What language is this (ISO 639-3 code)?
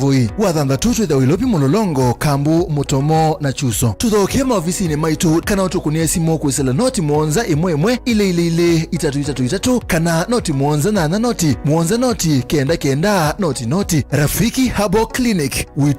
kam